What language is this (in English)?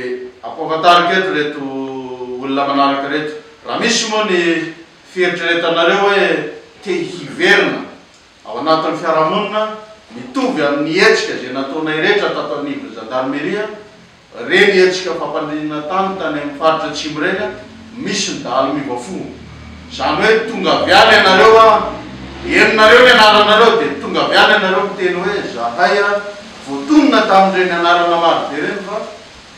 Malagasy